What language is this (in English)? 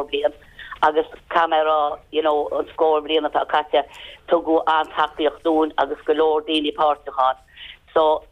Irish